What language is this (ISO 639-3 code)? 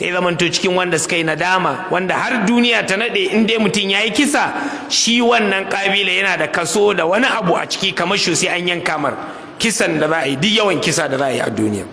hau